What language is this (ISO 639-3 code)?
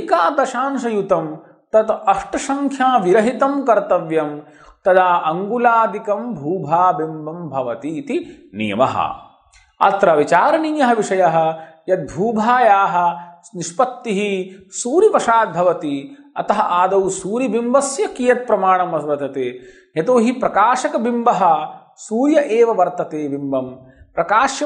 san